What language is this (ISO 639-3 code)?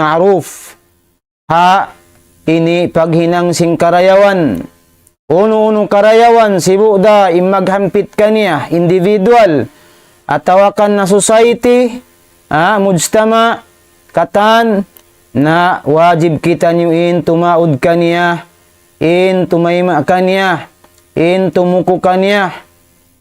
tsg